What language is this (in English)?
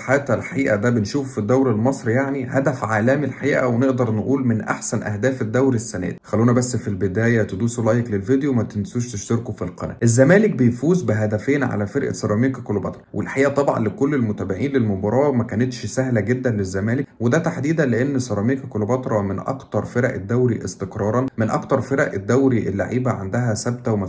Egyptian Arabic